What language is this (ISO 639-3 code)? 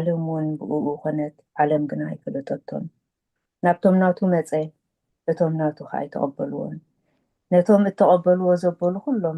tir